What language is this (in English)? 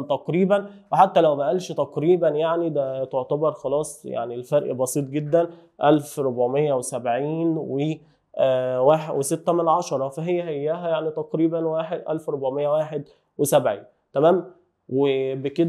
Egyptian Arabic